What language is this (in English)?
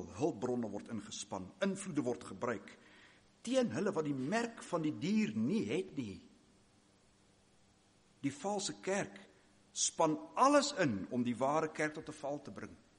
Afrikaans